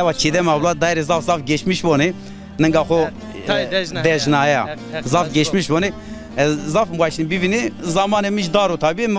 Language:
Zaza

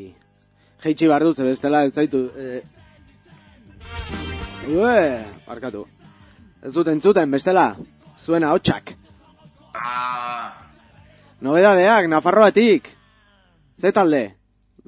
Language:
Basque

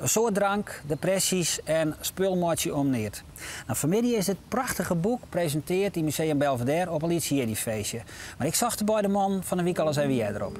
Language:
Western Frisian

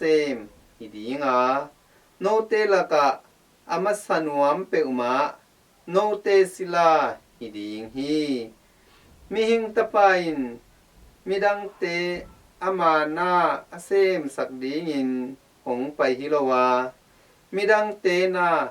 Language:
Tedim Chin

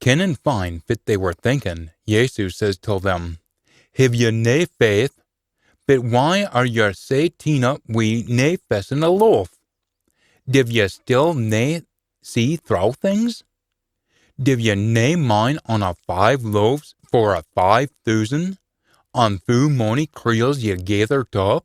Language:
Scots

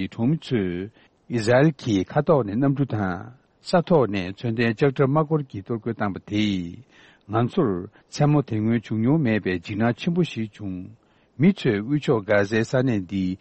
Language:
Tibetan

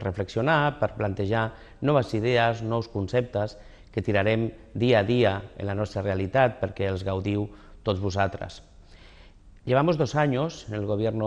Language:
Catalan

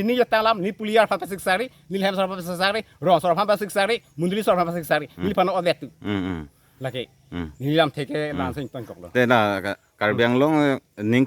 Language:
Karbi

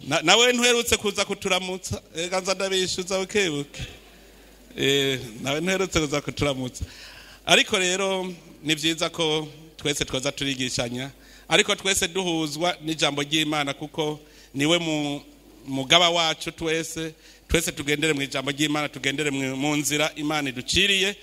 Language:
Rundi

